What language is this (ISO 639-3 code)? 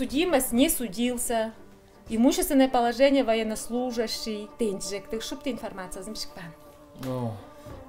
tyv